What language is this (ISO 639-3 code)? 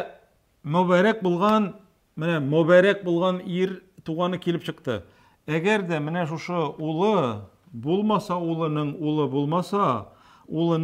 tat